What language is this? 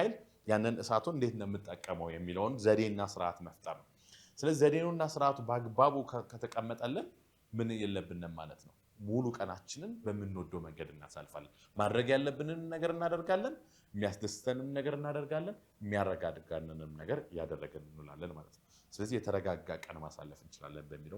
Amharic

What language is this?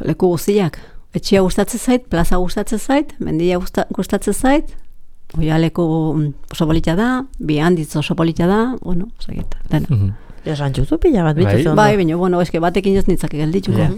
Basque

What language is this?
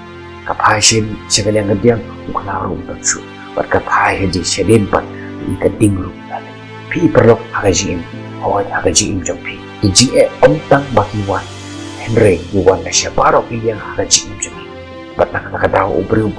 Khasi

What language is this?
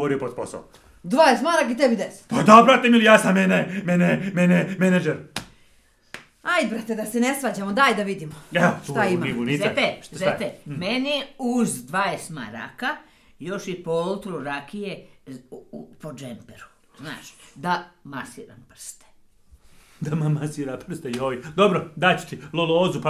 Bosnian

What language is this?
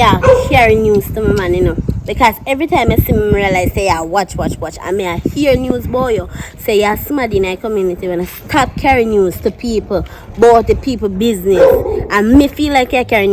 Jamaican Creole English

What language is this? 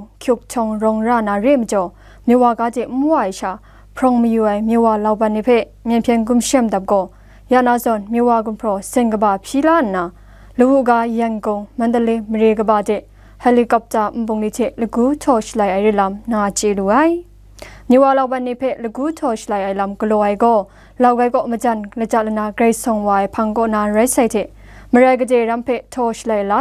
Kachin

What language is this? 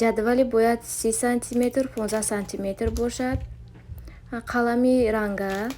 Tajik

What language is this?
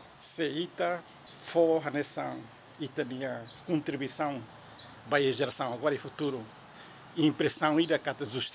Tetum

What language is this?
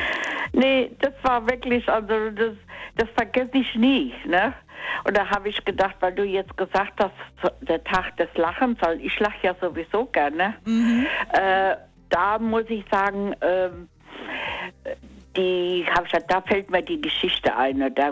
German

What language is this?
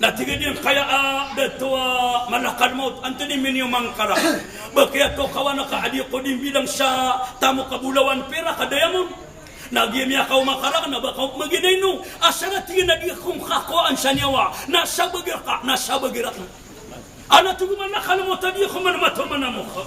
Maranao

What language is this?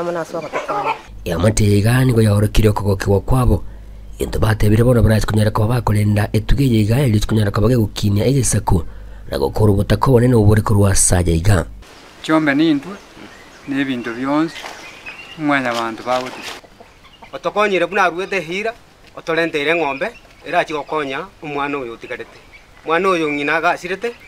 Gusii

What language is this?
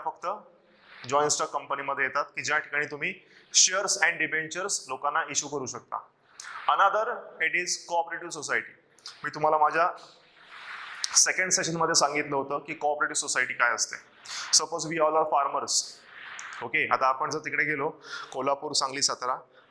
Marathi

